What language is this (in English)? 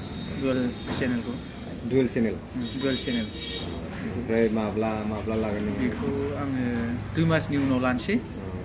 Bodo